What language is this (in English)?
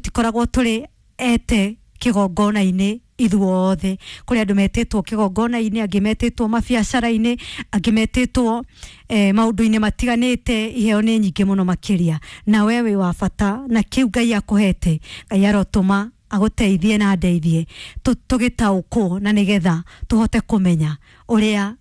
Kikuyu